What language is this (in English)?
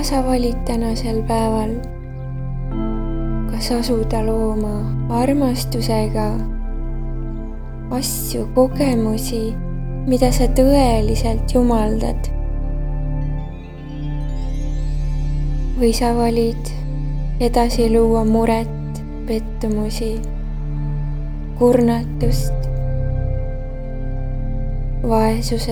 Estonian